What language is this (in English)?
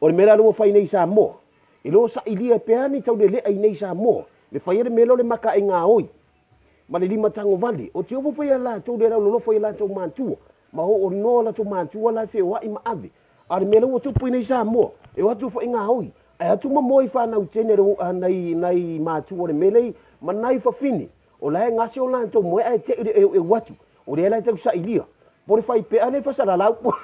Samoan